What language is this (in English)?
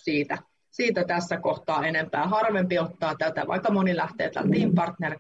Finnish